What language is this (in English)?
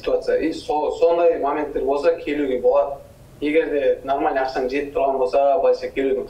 Kazakh